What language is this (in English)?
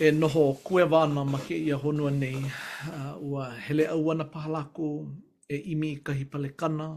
Hawaiian